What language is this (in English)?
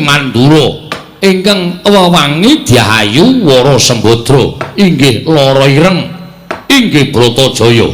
Javanese